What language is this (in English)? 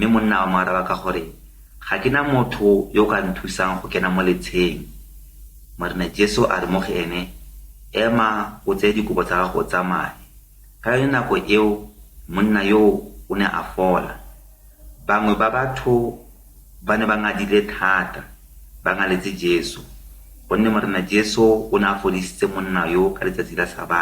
Tswana